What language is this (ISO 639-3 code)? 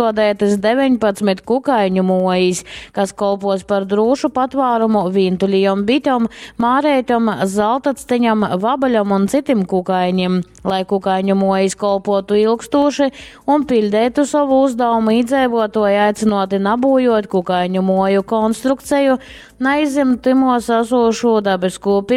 ltg